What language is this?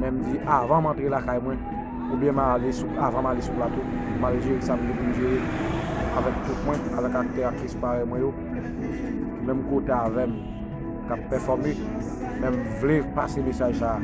Haitian Creole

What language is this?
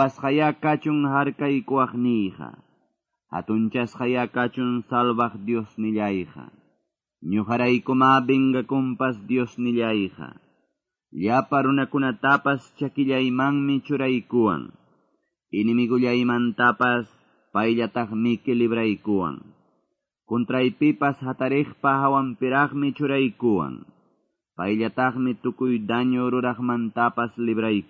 Quechua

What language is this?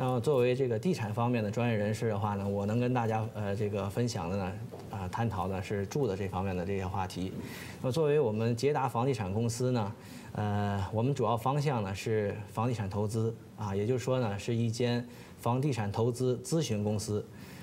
Chinese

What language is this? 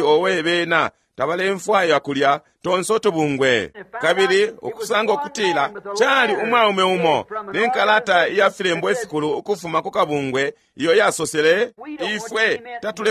Bemba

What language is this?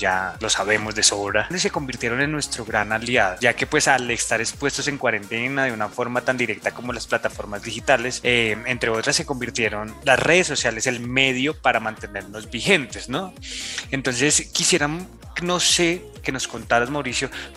Spanish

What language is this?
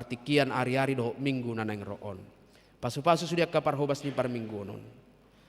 Batak Toba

